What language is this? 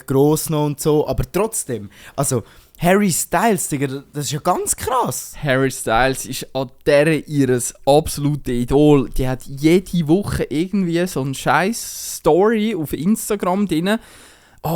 Swiss German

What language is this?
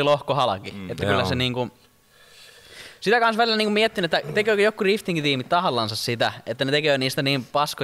Finnish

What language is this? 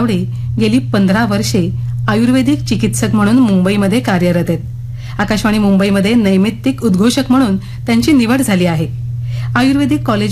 Marathi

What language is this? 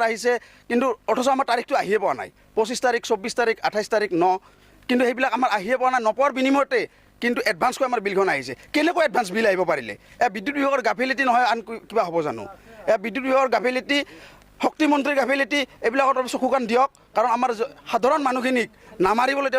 Assamese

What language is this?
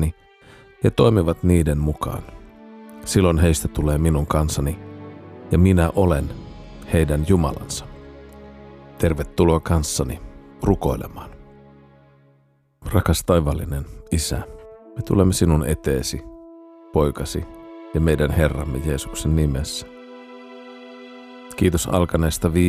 Finnish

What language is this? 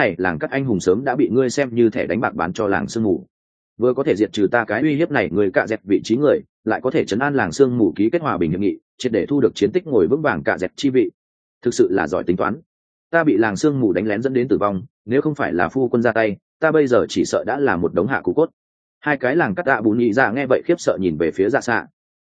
Vietnamese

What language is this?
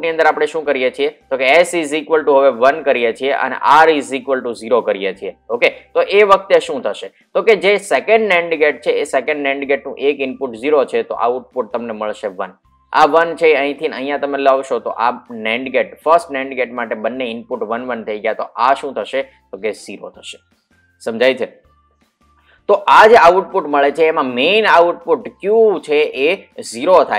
Gujarati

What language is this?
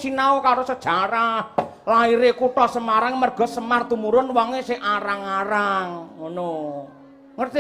Javanese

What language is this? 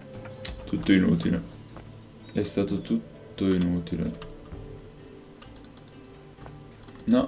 Italian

